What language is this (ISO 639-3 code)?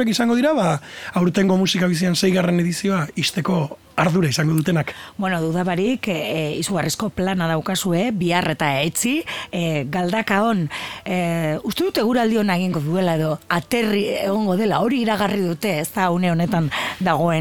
eus